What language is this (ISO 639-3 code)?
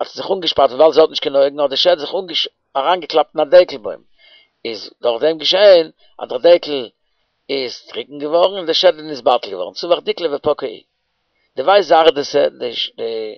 yid